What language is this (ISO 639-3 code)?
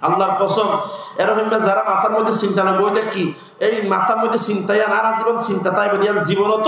rhg